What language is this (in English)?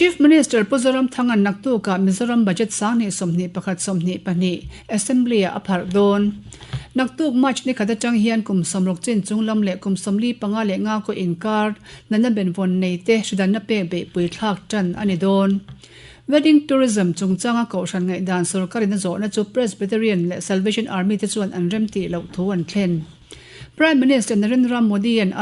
Mizo